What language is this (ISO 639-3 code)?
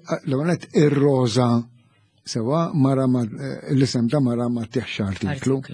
mlt